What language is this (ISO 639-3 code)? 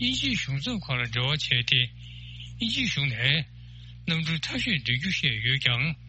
bod